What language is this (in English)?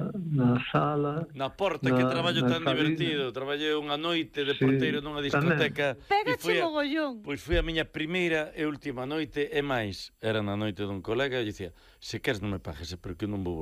Galician